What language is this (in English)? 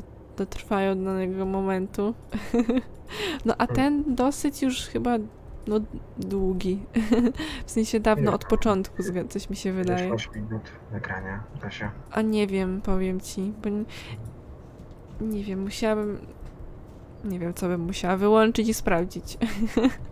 Polish